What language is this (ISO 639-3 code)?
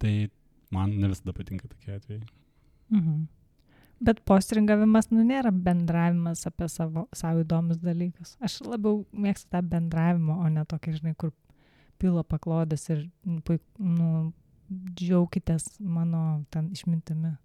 lit